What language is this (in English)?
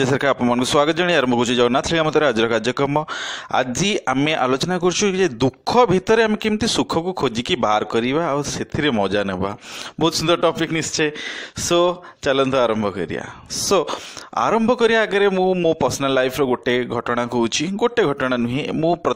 Odia